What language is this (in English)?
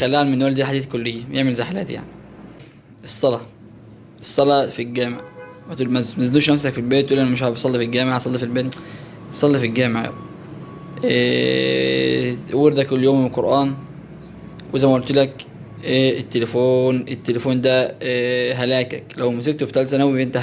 Egyptian Arabic